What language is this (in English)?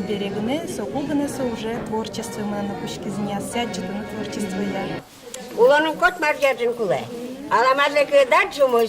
Udmurt